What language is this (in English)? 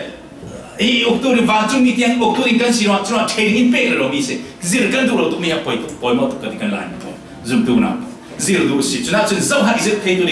Falam Chin